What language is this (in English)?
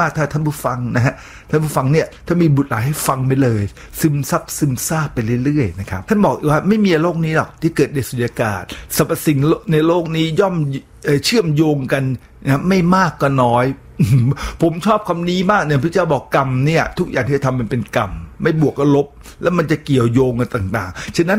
Thai